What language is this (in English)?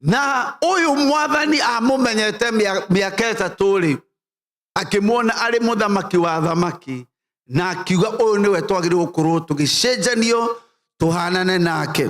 Kikuyu